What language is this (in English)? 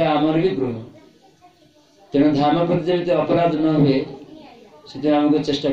Odia